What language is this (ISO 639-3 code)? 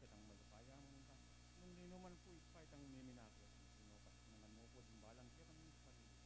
pam